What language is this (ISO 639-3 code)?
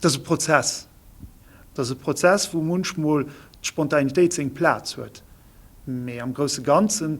ltz